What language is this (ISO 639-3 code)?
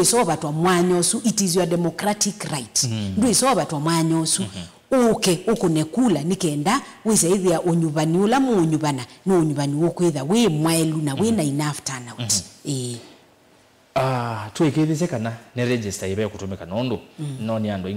kam